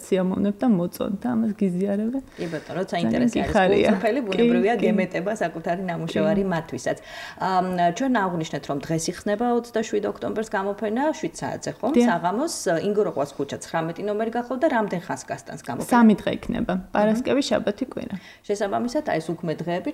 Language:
Georgian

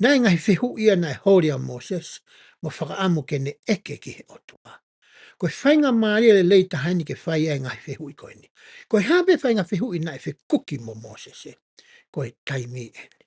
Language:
Tongan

